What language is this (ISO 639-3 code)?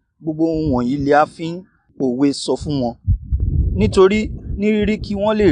yor